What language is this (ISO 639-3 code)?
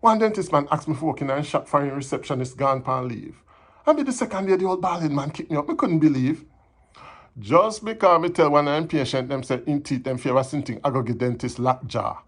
jam